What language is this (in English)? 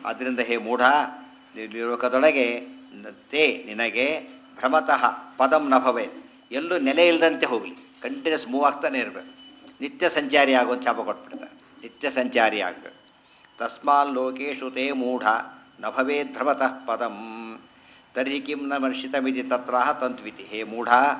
Kannada